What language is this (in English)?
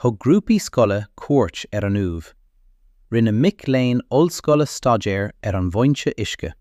Irish